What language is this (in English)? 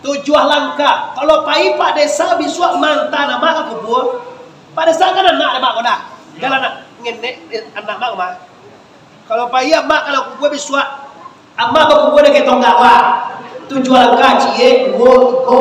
Minangkabau